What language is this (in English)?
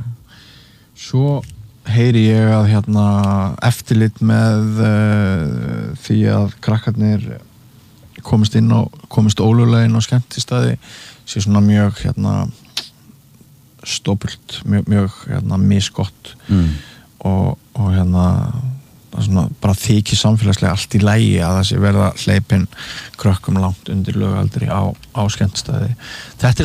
Icelandic